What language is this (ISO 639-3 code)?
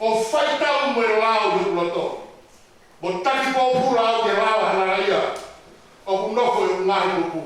ton